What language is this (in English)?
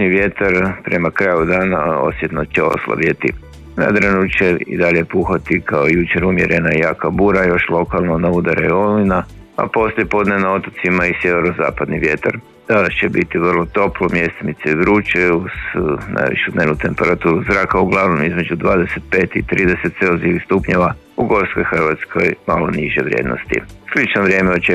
Croatian